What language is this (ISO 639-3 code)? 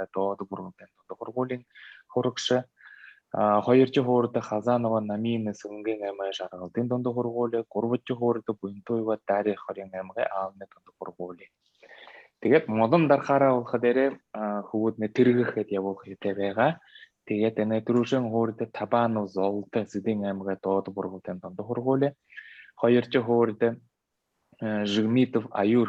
bua